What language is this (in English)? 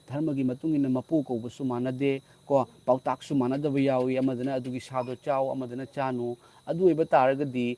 Manipuri